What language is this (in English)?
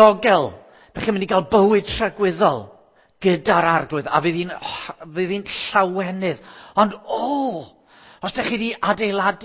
Welsh